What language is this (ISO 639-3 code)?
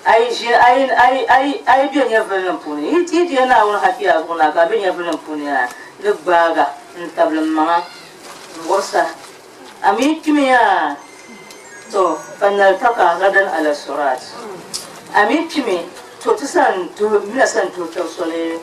dag